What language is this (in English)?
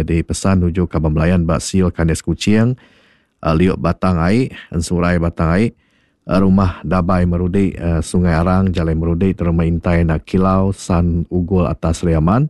Iban